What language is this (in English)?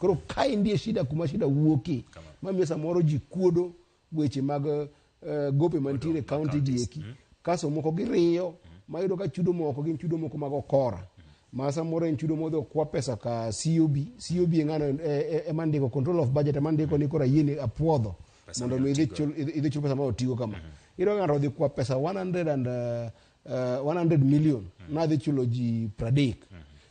Luo (Kenya and Tanzania)